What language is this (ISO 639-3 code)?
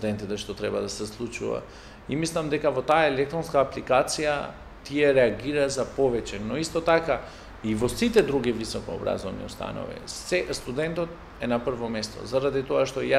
mkd